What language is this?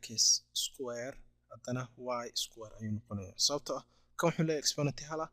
Somali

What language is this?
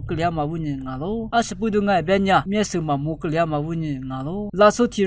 Lisu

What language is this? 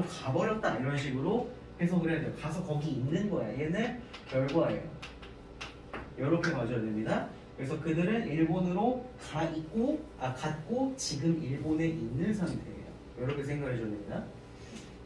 Korean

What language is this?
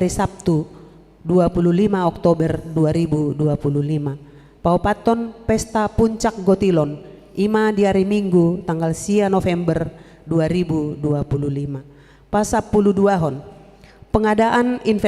Batak Toba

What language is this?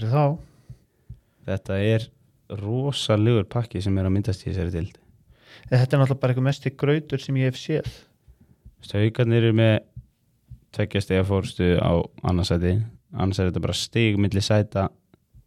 Icelandic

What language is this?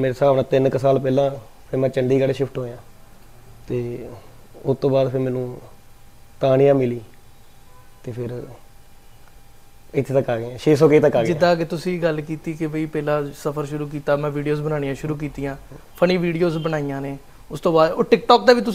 Punjabi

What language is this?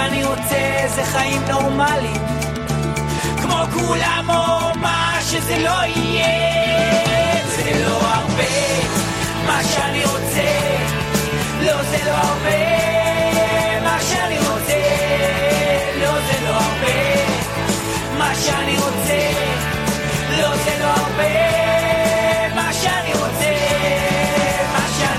Hebrew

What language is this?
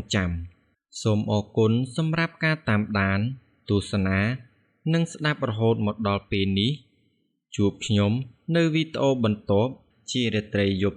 Khmer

